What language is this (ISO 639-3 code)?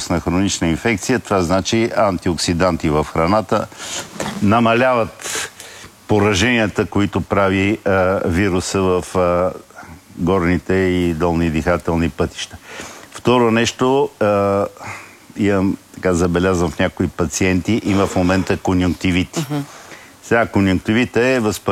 bul